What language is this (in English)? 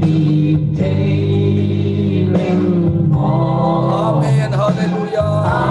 Tedim Chin